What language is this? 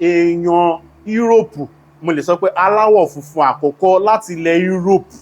Yoruba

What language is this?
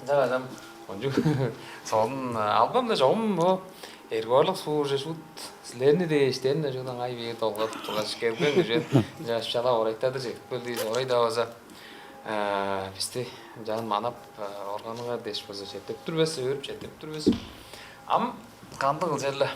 Tuvinian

